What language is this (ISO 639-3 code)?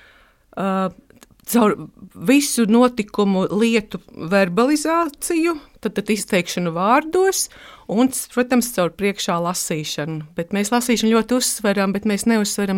lav